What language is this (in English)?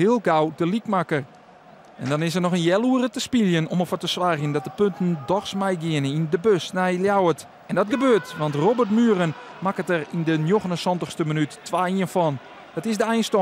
Western Frisian